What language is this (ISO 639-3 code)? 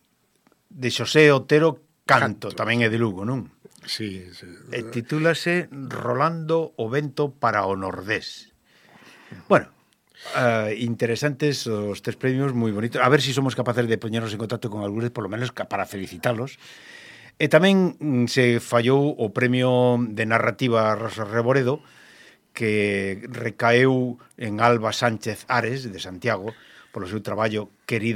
glg